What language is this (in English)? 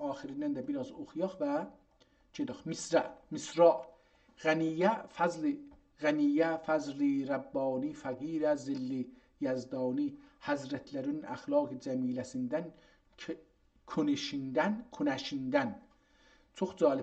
South Azerbaijani